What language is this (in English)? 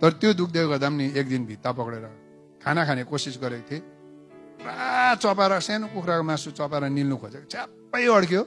Nepali